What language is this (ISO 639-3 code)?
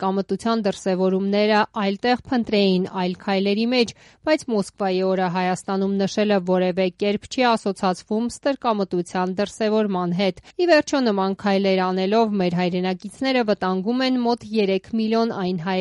hye